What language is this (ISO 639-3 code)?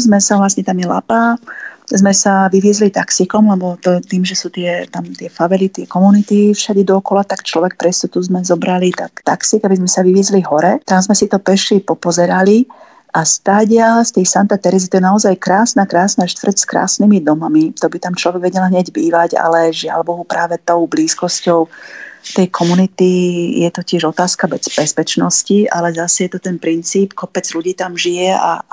slk